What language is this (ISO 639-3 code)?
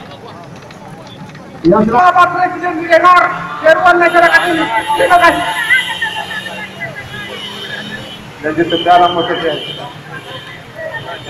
ind